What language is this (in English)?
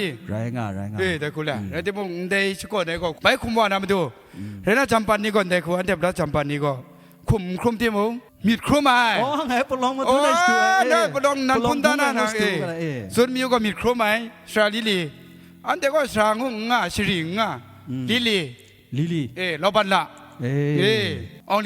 Kachin